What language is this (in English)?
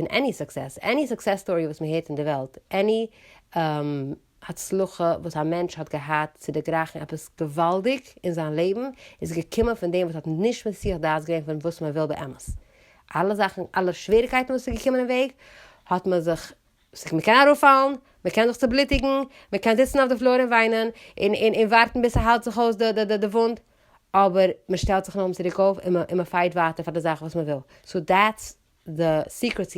Yiddish